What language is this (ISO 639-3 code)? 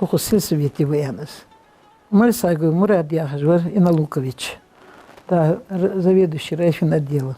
inh